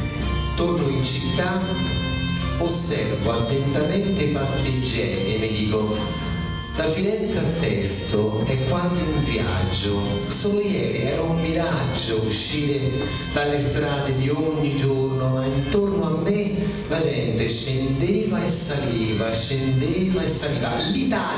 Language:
Italian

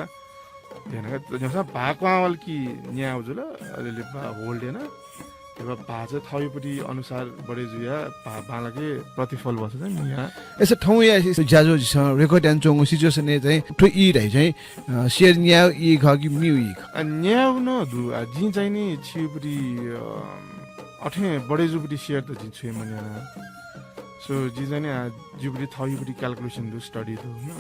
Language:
Newari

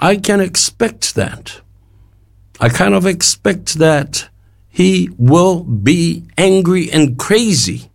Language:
Samoan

